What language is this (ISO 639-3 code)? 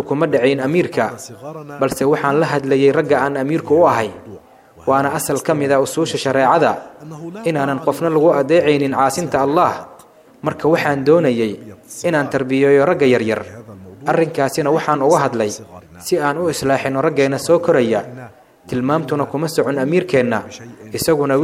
som